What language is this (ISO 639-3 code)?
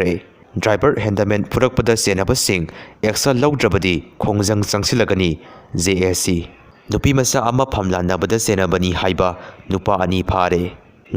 mni